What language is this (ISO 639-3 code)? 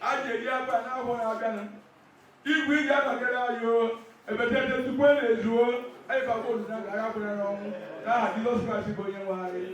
ibo